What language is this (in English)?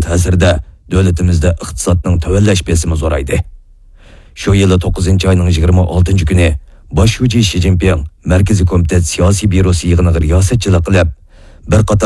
Uyghur